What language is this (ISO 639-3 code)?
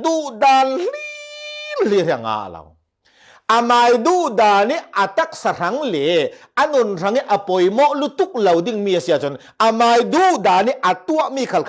cfm